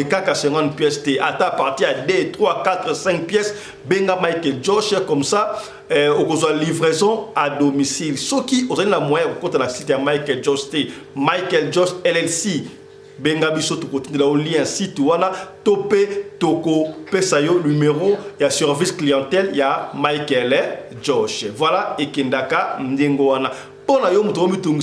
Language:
Lingala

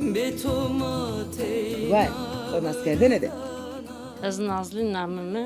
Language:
Zaza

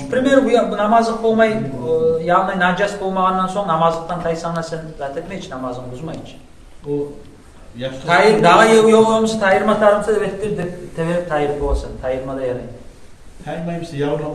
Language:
Kumyk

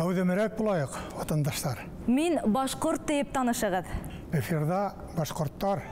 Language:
Bashkir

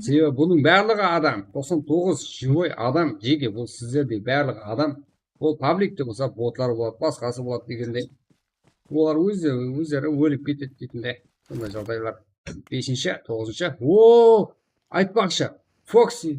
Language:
Kara-Kalpak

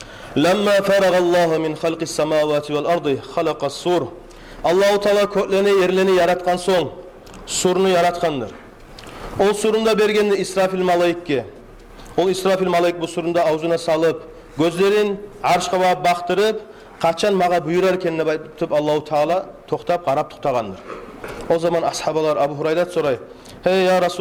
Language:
Kumyk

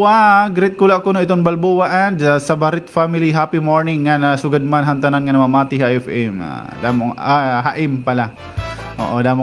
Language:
Waray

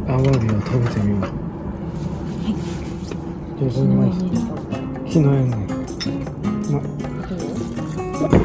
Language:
Japanese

